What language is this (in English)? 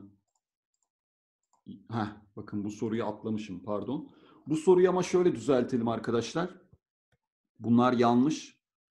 Turkish